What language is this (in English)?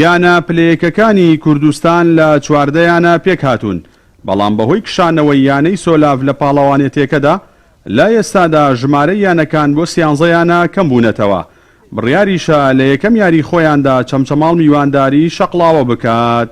Central Kurdish